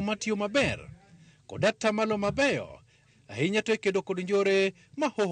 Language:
Luo (Kenya and Tanzania)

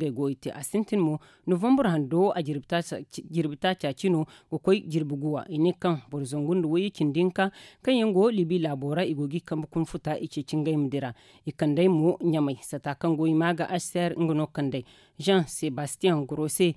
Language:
Zarma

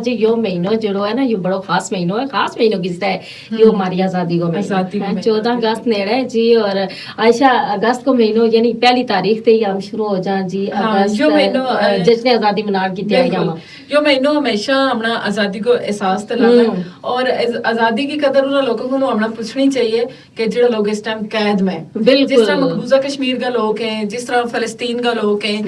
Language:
Gujari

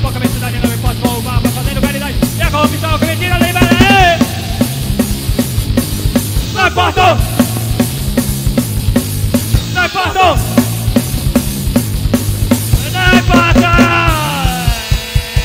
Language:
Portuguese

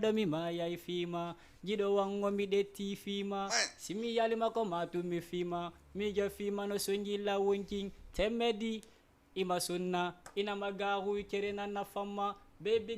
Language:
Fula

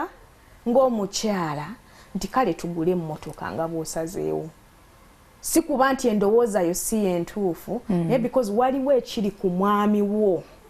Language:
Ganda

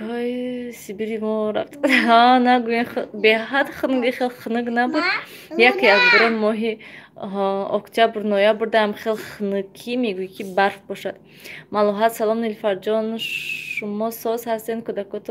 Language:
Tajik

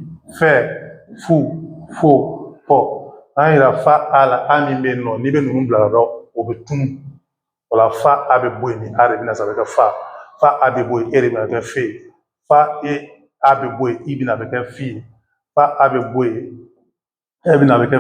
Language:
Bambara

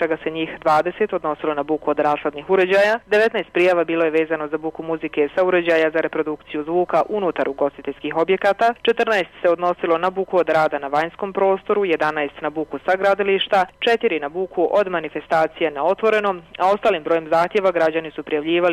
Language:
Bosnian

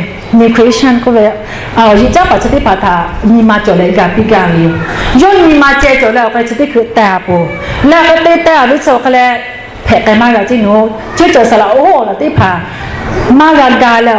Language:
Lahu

